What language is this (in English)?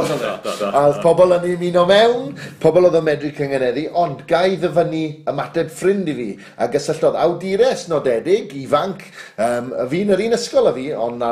Welsh